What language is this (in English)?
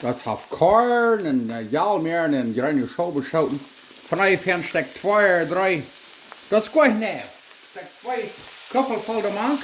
Plautdietsch